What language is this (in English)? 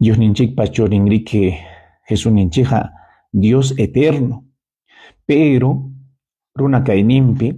Ayacucho Quechua